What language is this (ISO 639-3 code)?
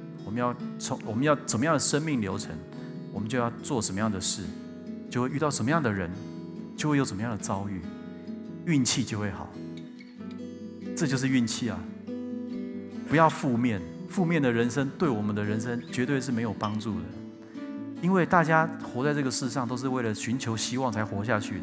zho